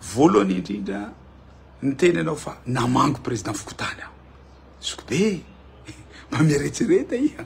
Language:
Malagasy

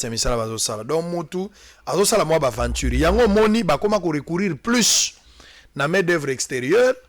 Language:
Lingala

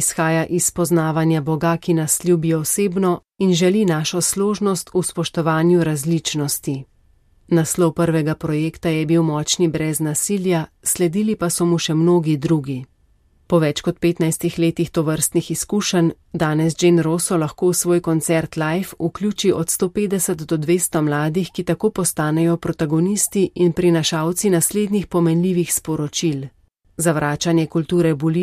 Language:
Slovenian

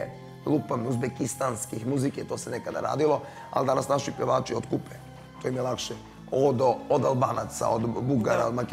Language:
Serbian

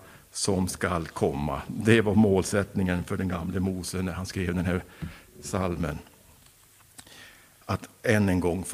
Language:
Swedish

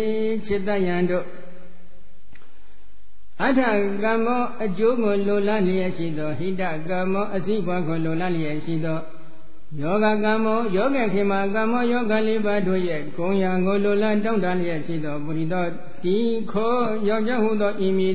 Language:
Burmese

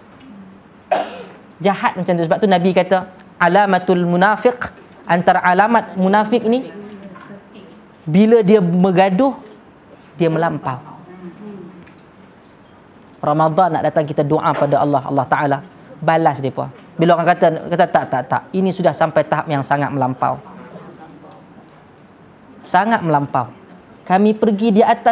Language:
Malay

